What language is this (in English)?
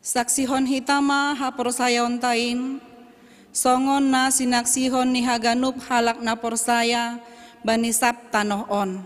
Batak Simalungun